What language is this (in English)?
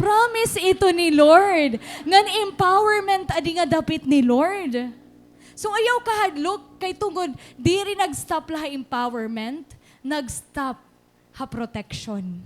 Waray